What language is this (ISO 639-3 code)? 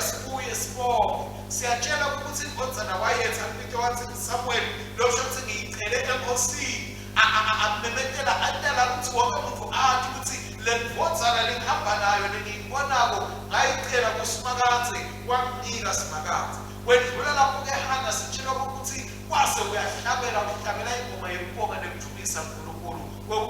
ssw